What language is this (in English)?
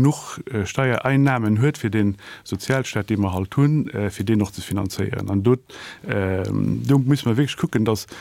Luxembourgish